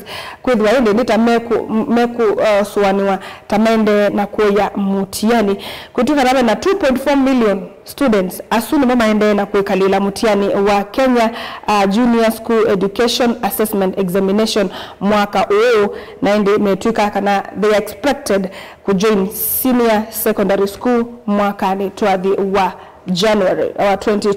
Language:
Kamba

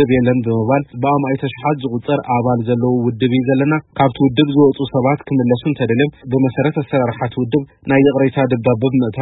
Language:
Tigrinya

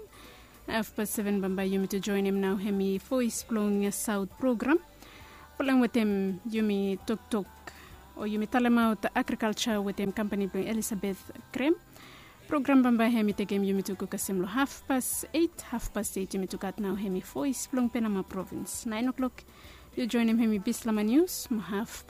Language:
Bislama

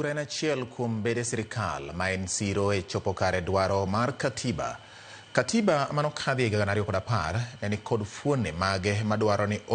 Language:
Luo (Kenya and Tanzania)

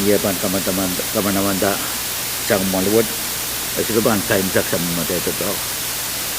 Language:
Pohnpeian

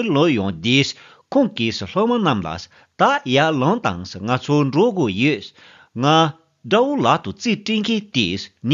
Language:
Tibetan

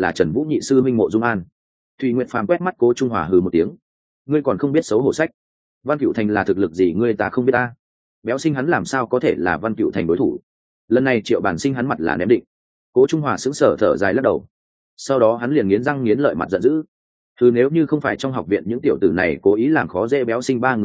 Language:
Vietnamese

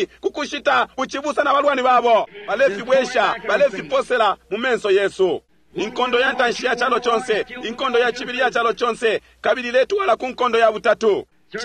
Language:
Bemba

